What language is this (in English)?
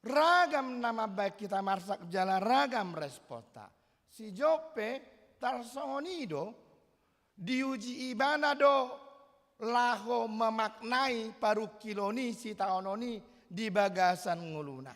Batak Toba